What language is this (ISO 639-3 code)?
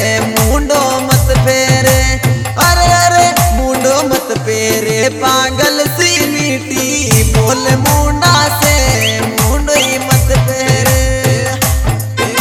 bho